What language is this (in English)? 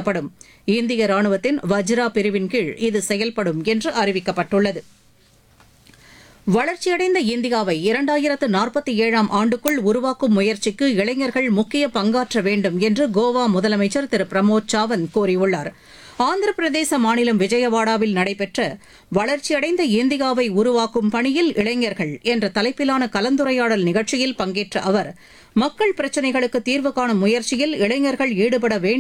Tamil